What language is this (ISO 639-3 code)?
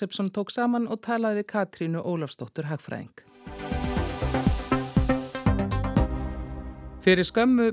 isl